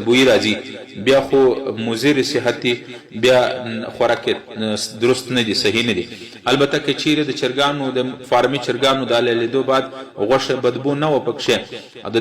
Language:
Pashto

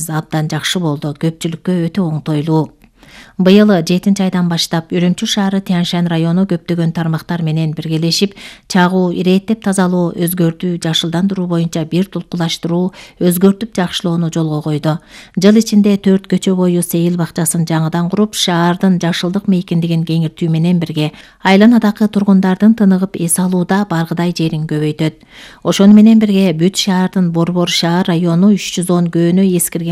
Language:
Kyrgyz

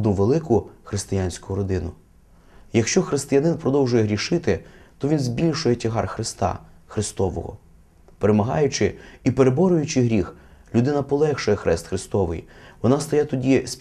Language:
Ukrainian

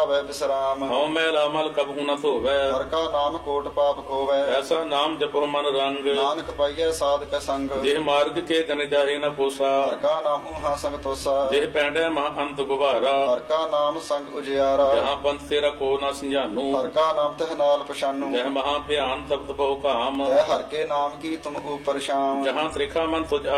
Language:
Punjabi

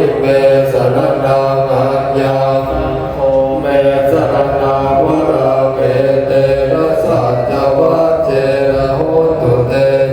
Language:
Pali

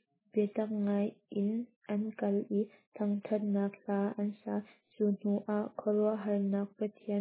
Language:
Hakha Chin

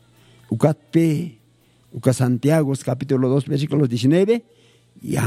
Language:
Aymara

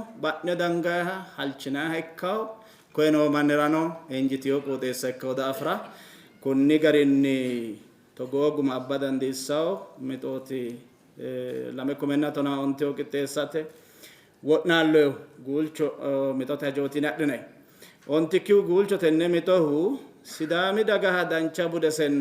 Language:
Sidamo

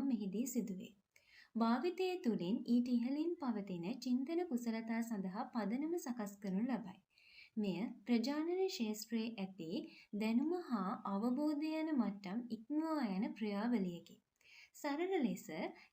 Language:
Sinhala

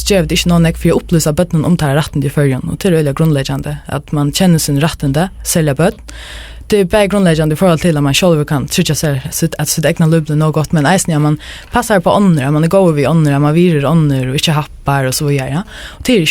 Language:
Faroese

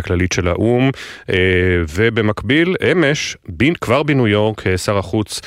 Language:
Hebrew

